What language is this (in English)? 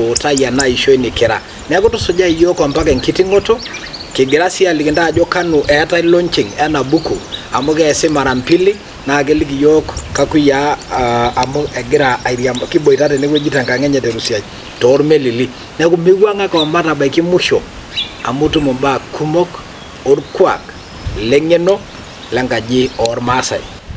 Masai